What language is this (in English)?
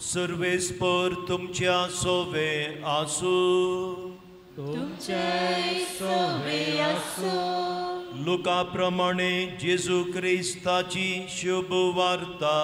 Konkani